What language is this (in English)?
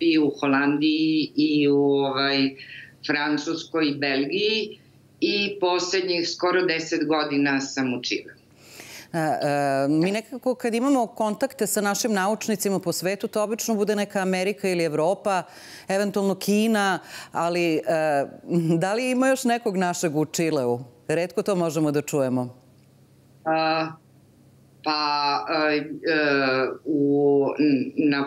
Serbian